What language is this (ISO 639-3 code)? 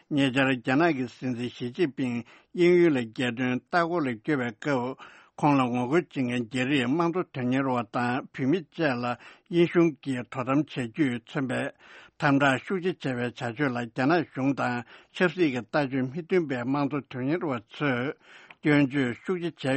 bod